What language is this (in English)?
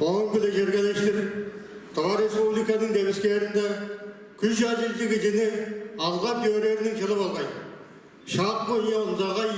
Tuvinian